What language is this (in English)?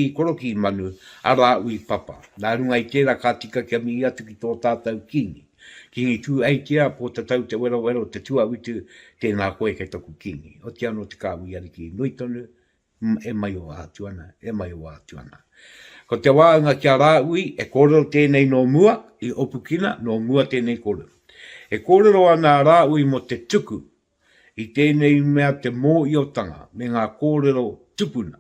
Māori